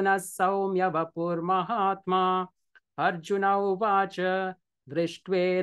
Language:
Sanskrit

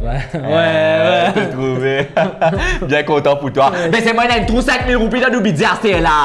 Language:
Morisyen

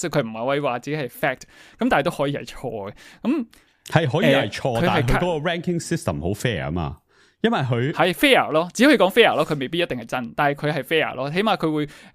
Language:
Cantonese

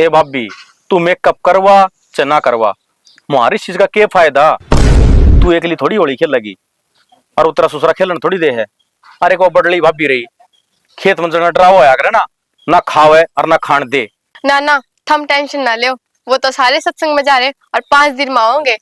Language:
Haryanvi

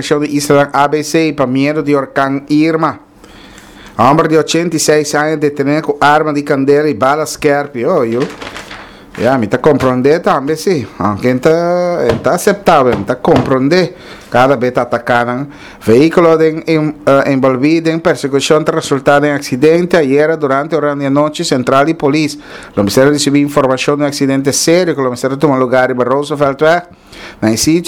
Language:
Papiamento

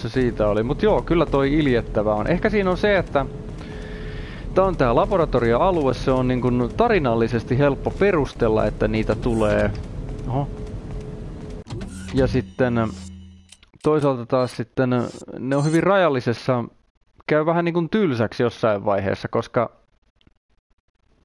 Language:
Finnish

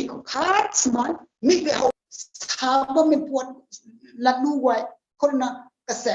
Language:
Rongmei Naga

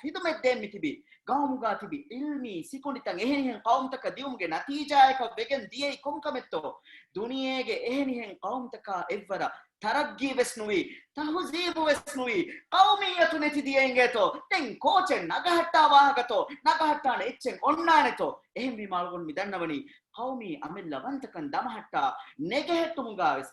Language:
Divehi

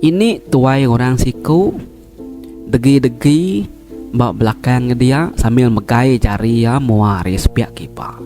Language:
Iban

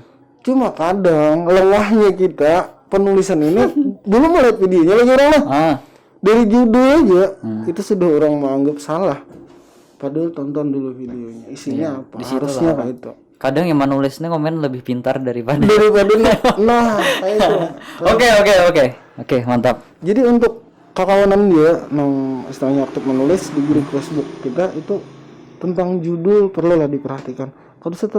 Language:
Banjar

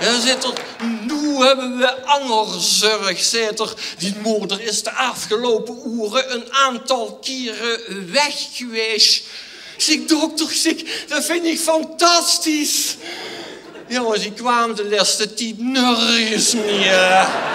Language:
Limburgish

